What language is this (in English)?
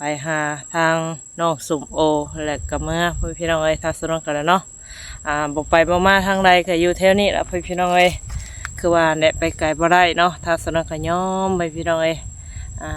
Northeastern Thai